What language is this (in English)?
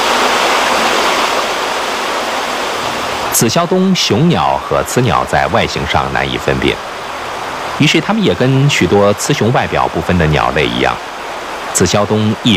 Chinese